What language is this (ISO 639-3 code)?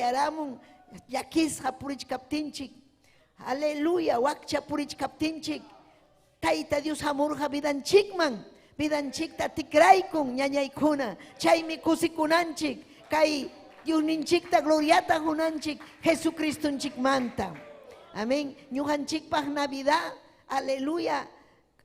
quy